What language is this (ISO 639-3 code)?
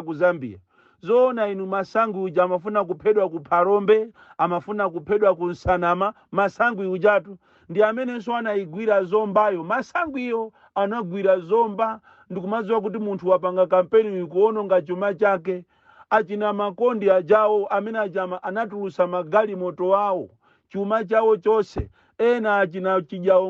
nya